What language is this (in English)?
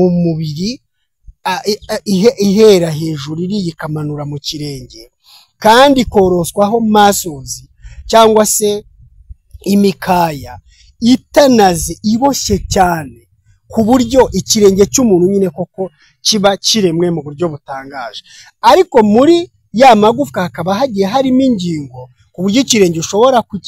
Kinyarwanda